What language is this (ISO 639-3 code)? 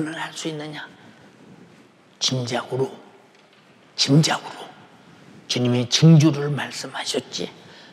kor